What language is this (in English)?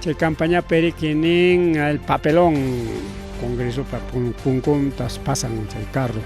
Ayacucho Quechua